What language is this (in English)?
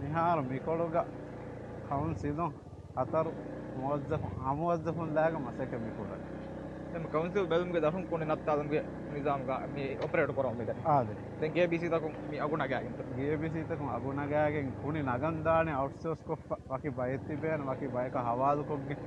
Divehi